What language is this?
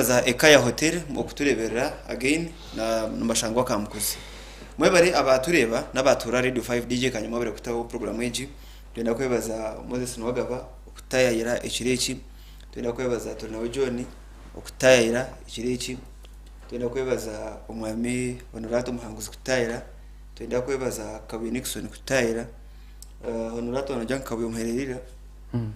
Nyankole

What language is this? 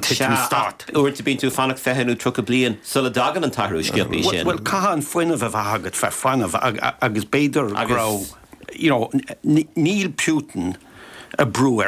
Irish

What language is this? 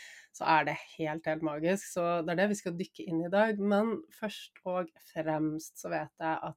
Norwegian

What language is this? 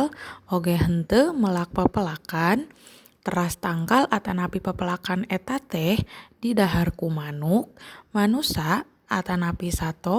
Sundanese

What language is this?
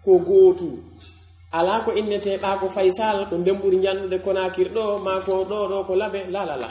Pular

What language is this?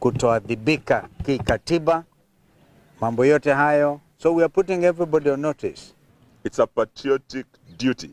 Gusii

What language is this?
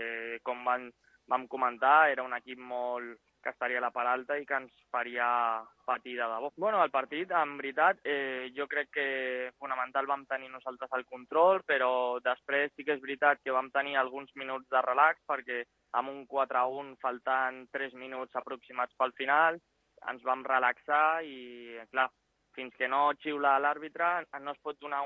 Catalan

